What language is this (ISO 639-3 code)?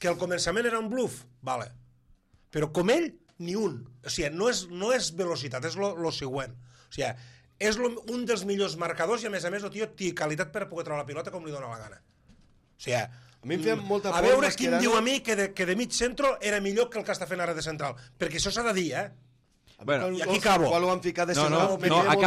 cat